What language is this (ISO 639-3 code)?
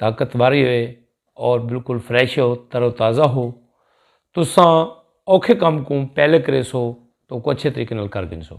skr